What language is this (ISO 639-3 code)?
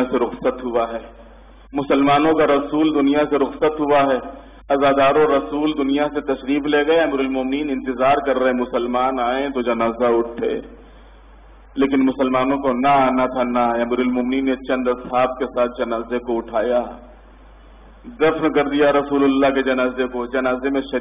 urd